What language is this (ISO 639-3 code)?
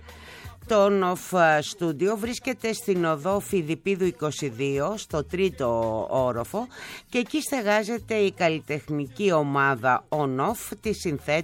ell